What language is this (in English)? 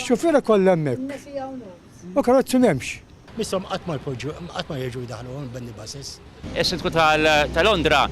Maltese